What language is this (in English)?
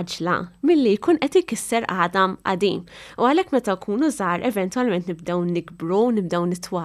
Maltese